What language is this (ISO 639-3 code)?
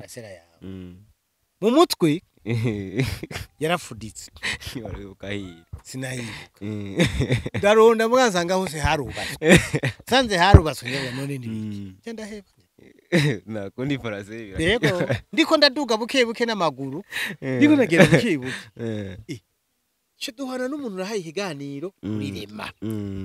run